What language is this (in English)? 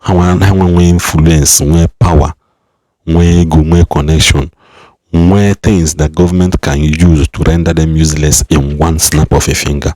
Igbo